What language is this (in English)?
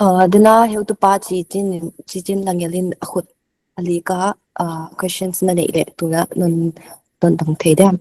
Paite Chin